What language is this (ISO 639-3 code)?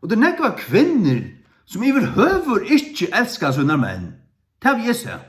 fao